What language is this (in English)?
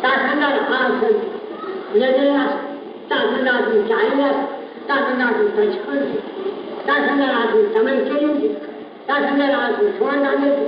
Kashmiri